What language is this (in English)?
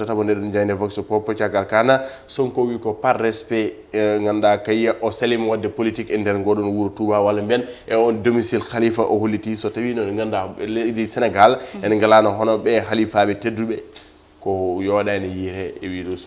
Fula